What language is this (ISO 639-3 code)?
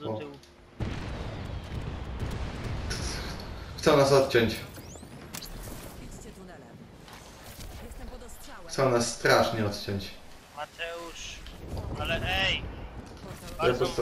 pol